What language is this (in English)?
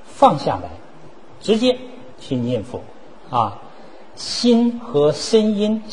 Chinese